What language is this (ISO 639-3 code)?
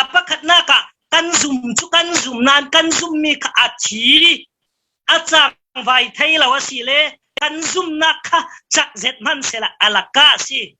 cfm